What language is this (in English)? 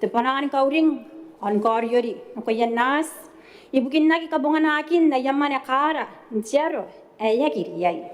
Gilbertese